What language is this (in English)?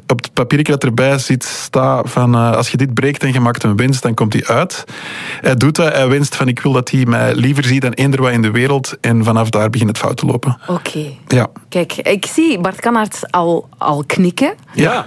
Dutch